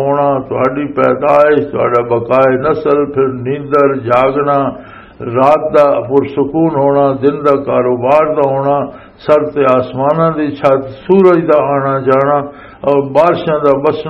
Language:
Western Panjabi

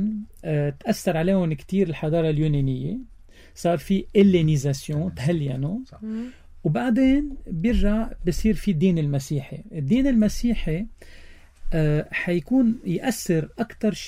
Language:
North Levantine Arabic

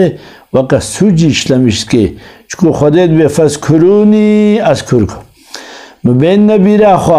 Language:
Kurdish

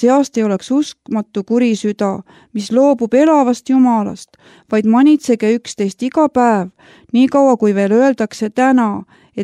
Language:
Estonian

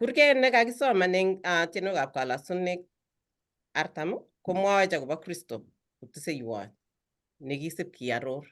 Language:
Kalenjin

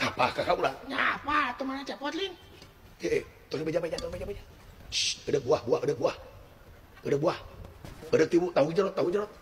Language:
Sundanese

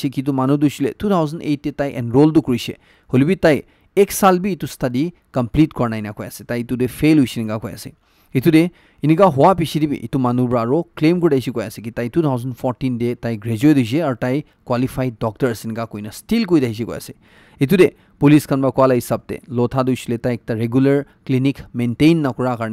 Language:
Naga Pidgin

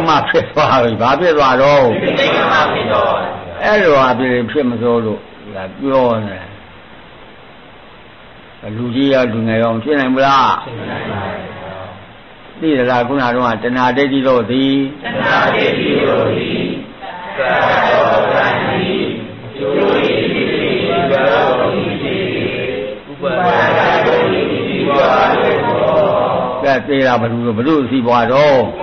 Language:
Burmese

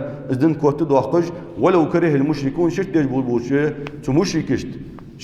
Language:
Ingush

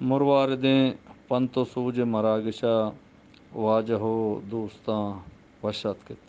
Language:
Eastern Balochi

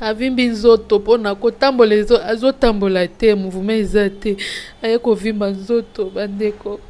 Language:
Lingala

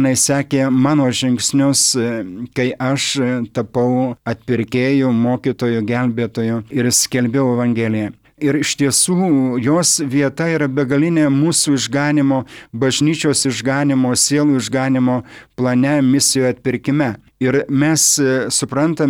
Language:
Lithuanian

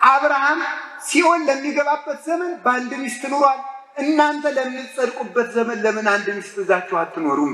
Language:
Amharic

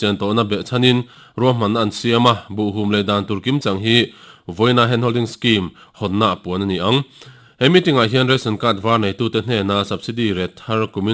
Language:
Mizo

